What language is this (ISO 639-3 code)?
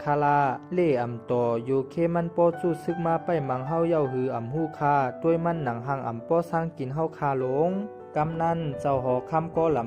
shn